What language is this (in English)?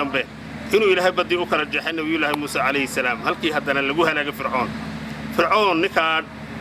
Somali